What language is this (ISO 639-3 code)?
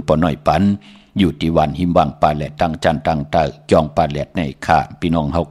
shn